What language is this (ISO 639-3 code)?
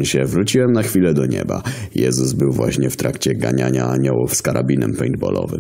pol